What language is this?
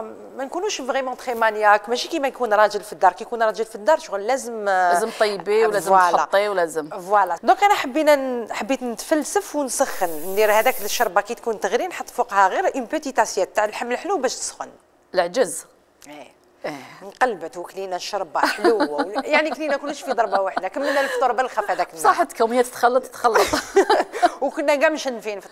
Algerian Arabic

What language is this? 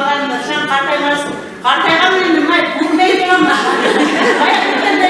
Bashkir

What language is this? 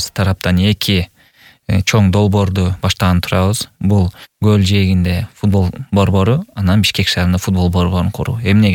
Kyrgyz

